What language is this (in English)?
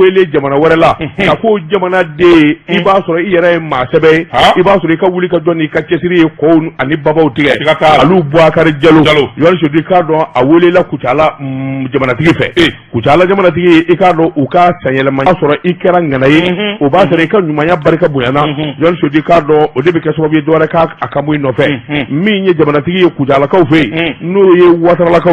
Bambara